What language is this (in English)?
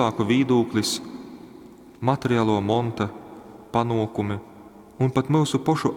Latgalian